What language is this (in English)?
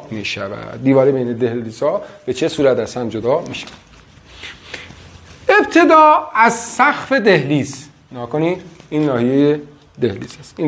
Persian